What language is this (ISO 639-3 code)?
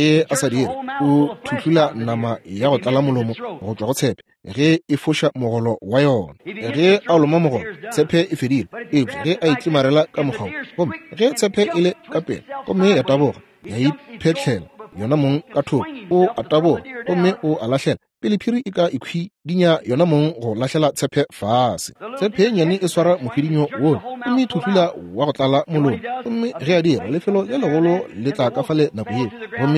nso